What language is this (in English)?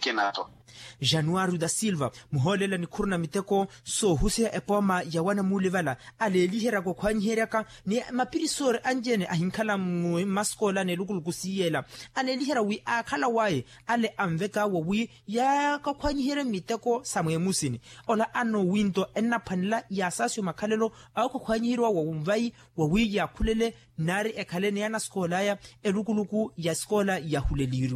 Makhuwa